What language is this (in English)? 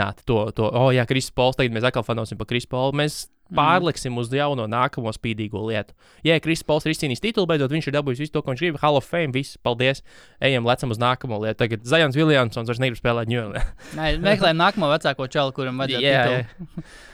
Latvian